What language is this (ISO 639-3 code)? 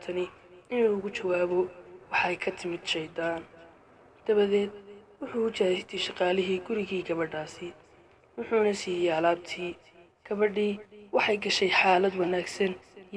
som